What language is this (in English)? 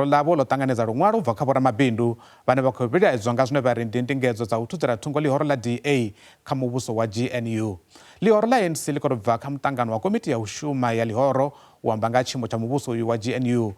Venda